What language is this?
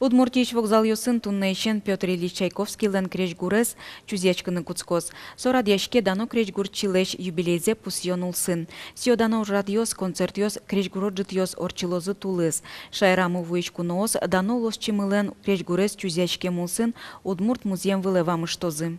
Udmurt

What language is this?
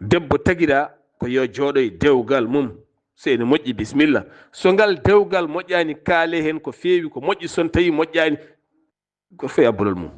Fula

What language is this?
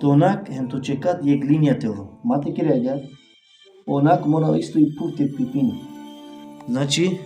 Balkan Romani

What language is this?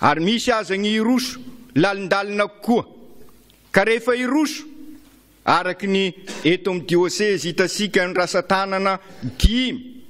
Malagasy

